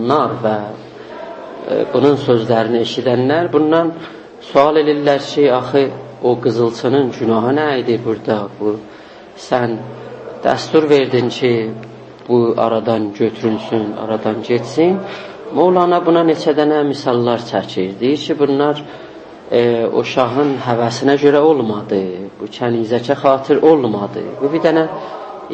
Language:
South Azerbaijani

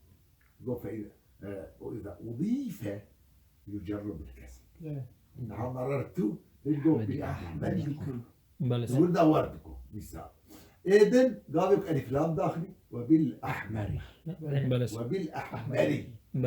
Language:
Kurdish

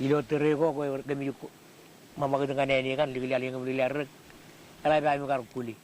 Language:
Marshallese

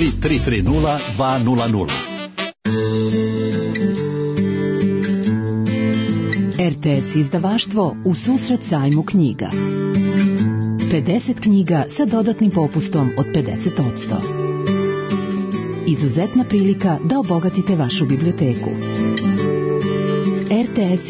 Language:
Serbian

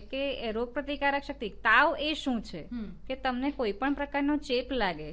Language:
Gujarati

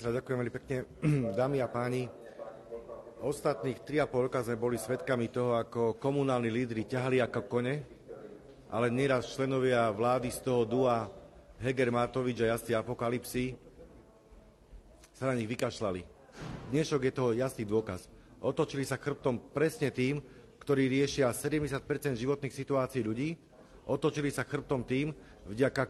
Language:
Slovak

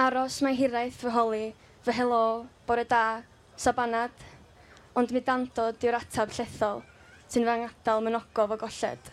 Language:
Welsh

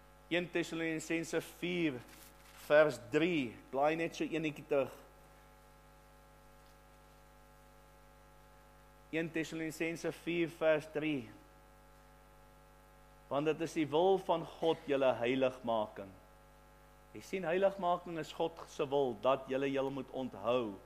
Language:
Afrikaans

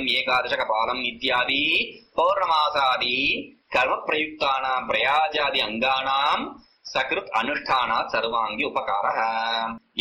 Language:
Tamil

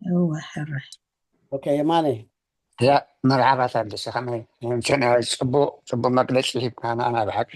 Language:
Tigrinya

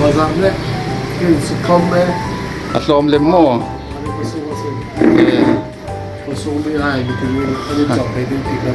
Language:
Hmar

